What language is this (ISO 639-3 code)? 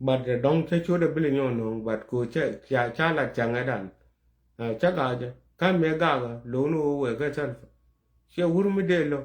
nus